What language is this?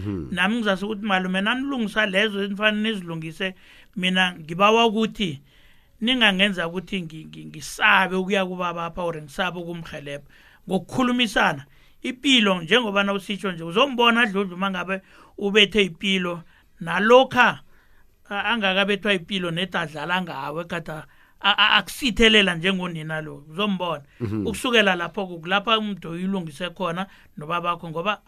South Ndebele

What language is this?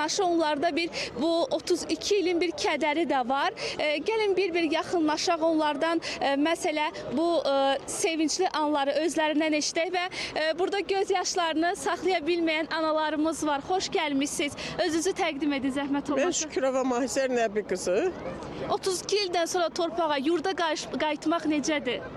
Azerbaijani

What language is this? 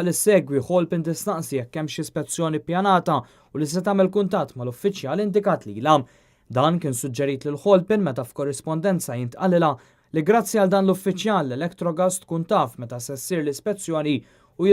Maltese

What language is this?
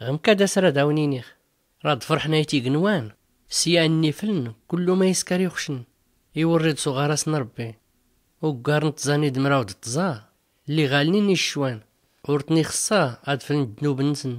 Tachelhit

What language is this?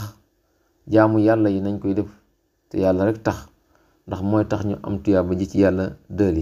Wolof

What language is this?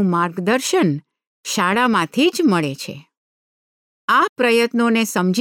Gujarati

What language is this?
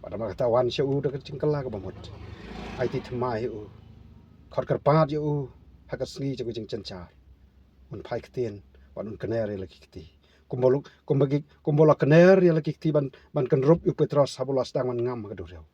Khasi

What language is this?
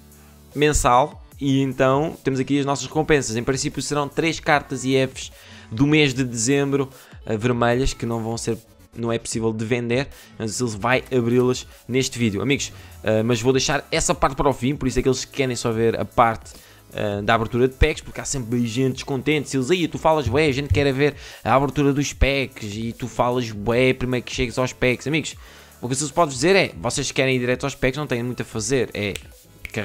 Portuguese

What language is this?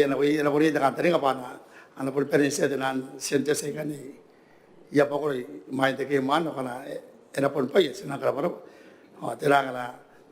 Gilbertese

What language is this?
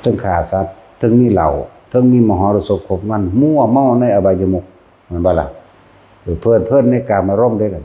Northeastern Thai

